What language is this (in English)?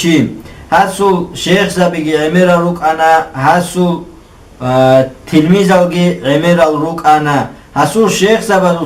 Avaric